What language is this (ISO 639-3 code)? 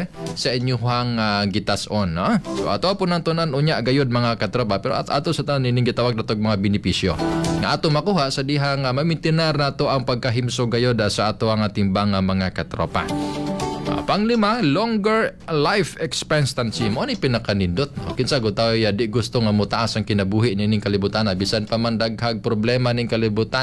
ceb